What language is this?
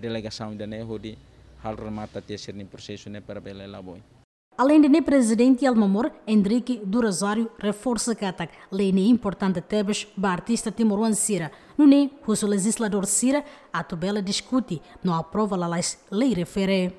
Tetum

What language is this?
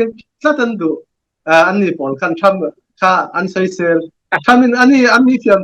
Falam Chin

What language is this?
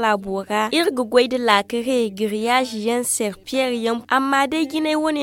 Zarma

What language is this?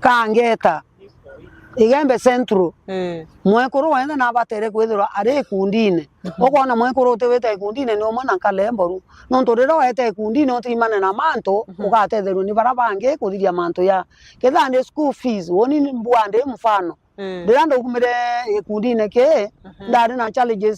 Meru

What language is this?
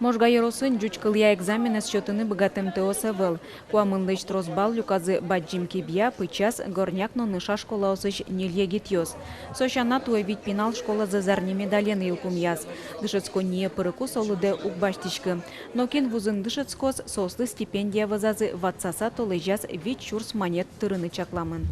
Udmurt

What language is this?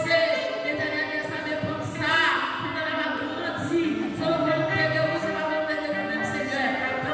Haitian Creole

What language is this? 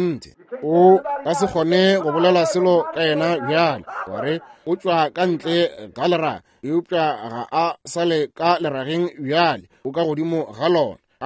Northern Sotho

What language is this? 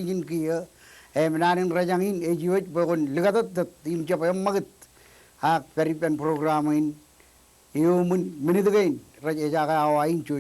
Marshallese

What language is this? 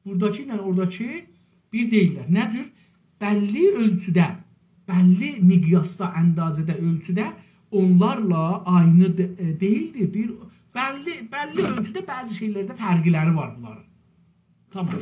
South Azerbaijani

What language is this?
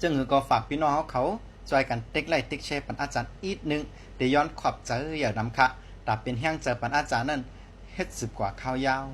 Shan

